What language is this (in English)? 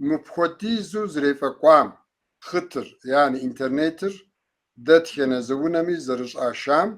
Kabardian